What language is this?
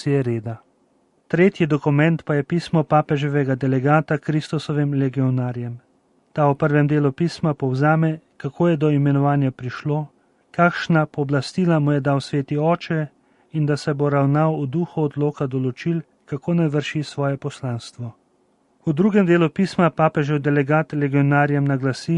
Slovenian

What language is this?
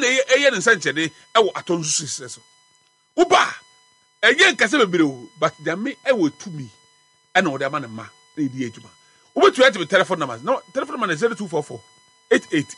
Akan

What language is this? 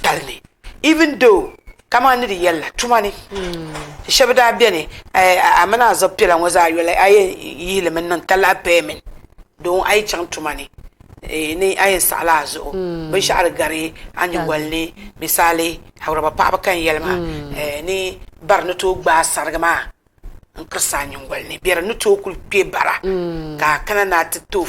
Dagbani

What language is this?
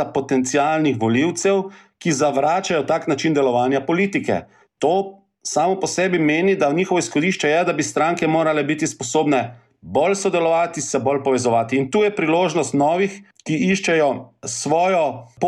Slovenian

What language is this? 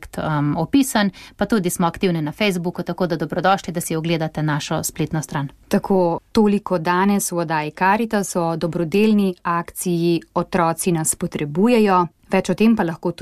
Slovenian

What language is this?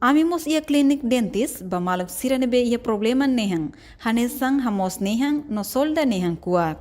Tetum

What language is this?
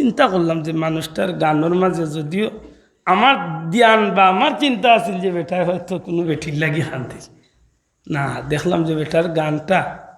Sylheti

